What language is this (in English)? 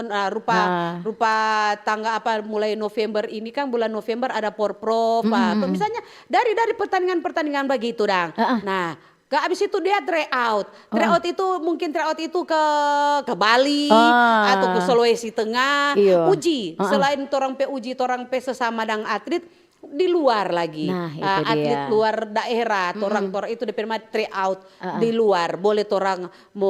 Manado Malay